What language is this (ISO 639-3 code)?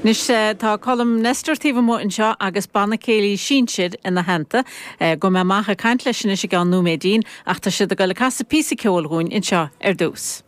gle